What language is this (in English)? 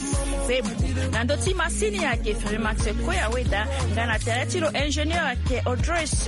Swahili